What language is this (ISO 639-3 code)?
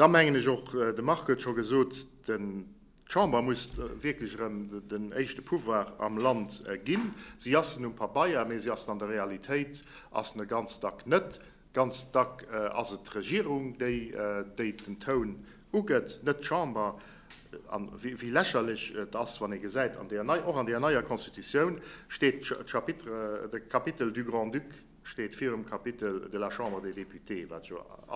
ltz